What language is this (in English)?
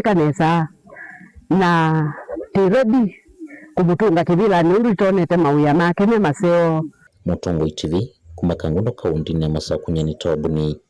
Kamba